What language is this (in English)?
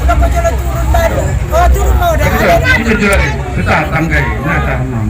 Batak Angkola